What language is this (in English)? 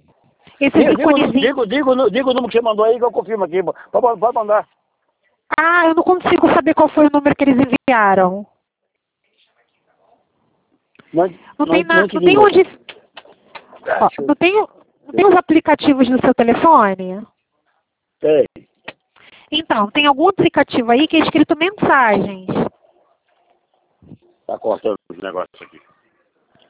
Portuguese